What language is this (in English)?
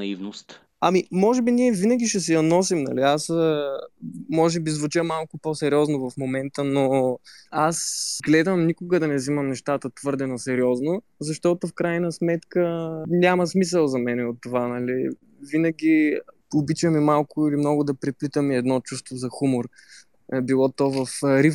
Bulgarian